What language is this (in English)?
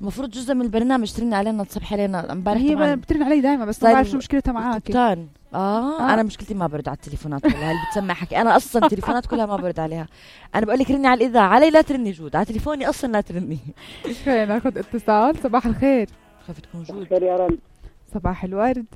North Levantine Arabic